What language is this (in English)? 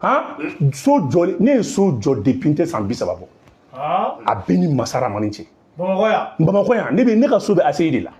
Bambara